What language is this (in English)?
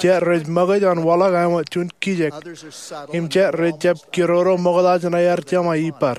Marshallese